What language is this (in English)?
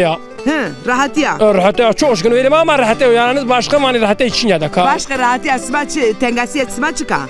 Zaza